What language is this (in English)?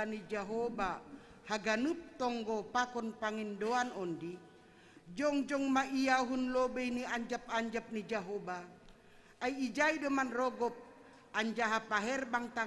Batak Simalungun